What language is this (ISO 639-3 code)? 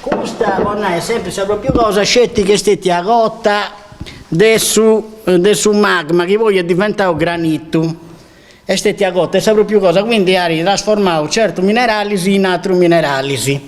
srd